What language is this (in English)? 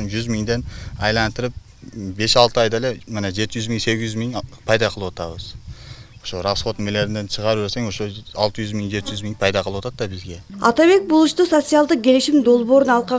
Kyrgyz